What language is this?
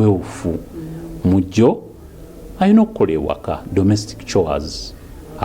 Ganda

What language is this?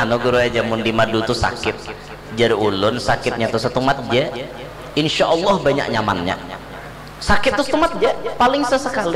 Banjar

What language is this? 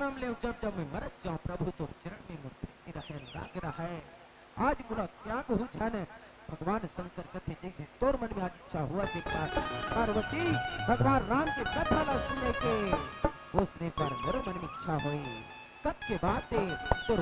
Chhattisgarhi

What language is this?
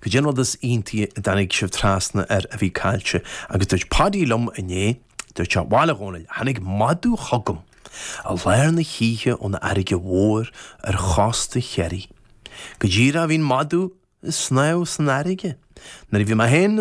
Irish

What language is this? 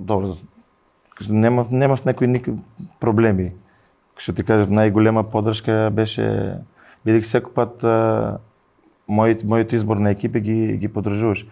Macedonian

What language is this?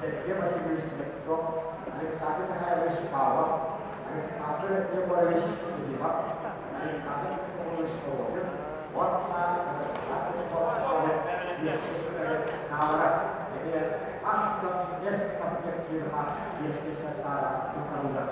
Yakut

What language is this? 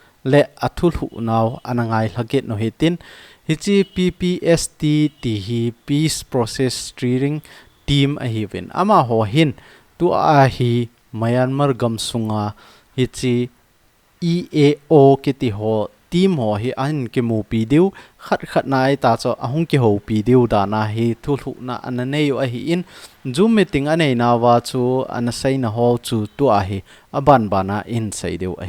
Thado Chin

